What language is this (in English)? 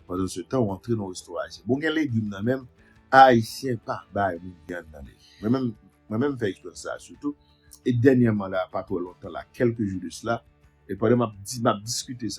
Haitian Creole